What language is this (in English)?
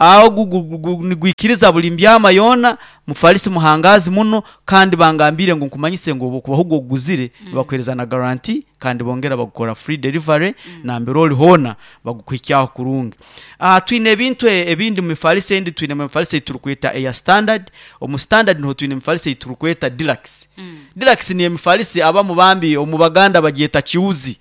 Nyankole